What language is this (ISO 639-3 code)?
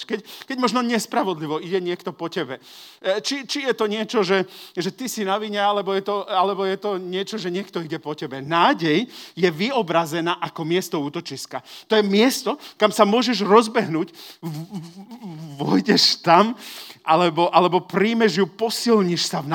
slk